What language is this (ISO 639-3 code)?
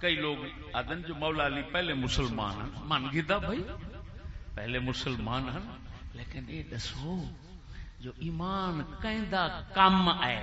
skr